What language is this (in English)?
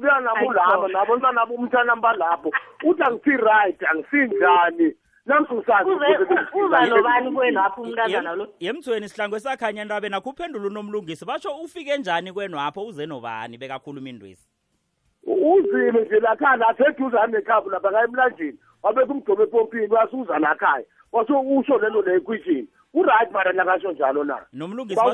South Ndebele